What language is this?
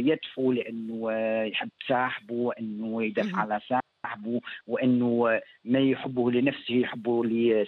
Tunisian Arabic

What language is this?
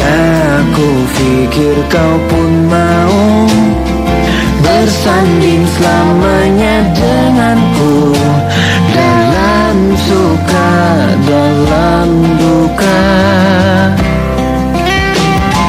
Indonesian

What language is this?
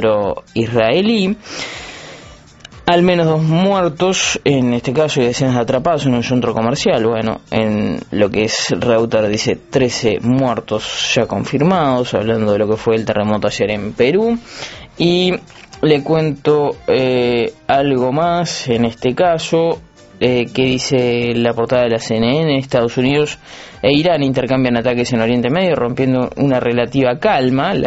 Spanish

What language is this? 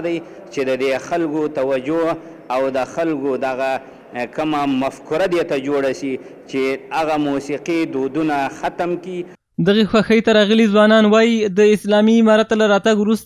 Pashto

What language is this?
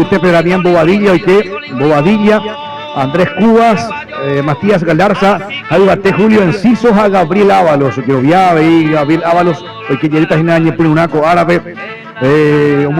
Guarani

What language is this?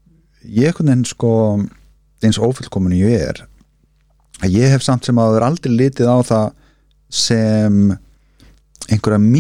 Icelandic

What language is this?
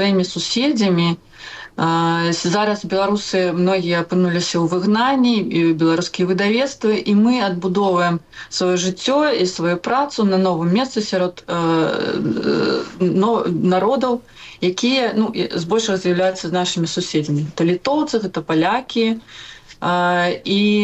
Belarusian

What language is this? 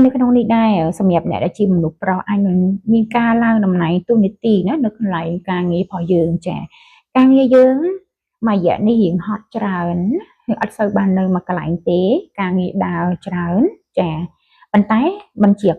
Khmer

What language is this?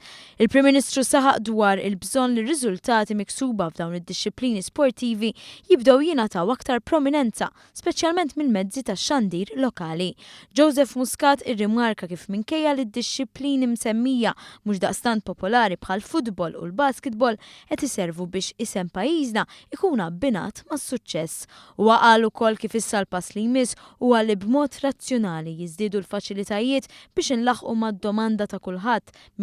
Maltese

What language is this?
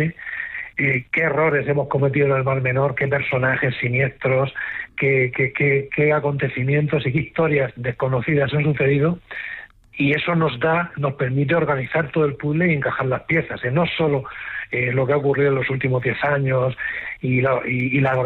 Spanish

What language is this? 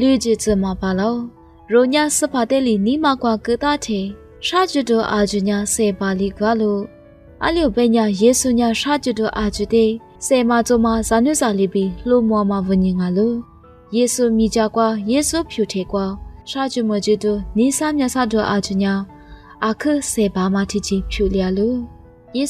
Lisu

